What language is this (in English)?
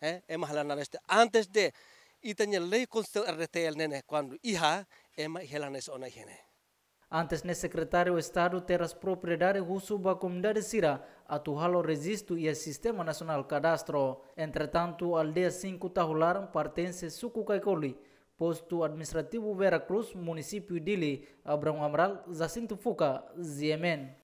Tetum